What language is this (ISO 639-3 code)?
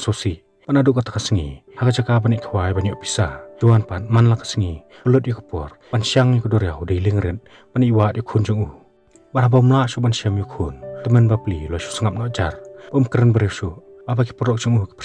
kha